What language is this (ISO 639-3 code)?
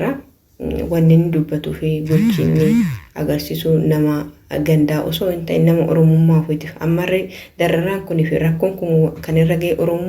orm